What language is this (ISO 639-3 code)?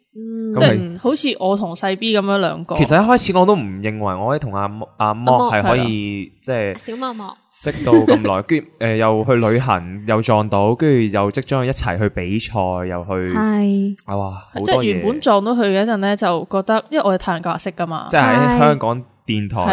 yue